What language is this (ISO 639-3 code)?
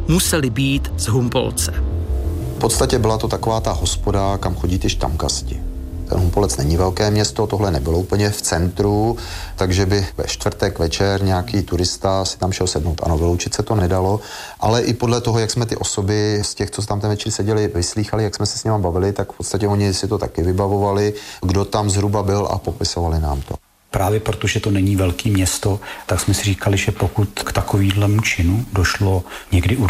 ces